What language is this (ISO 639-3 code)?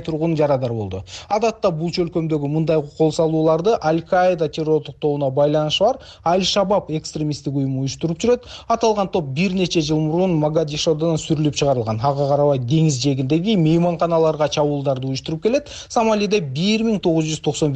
kir